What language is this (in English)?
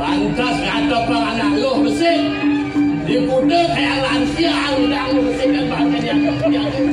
Balinese